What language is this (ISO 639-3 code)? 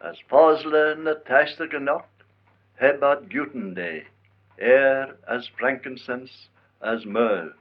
glv